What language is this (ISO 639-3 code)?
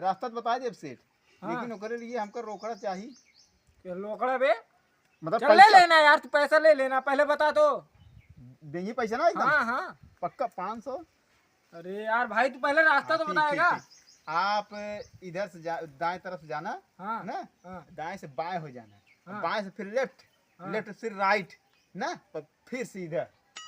awa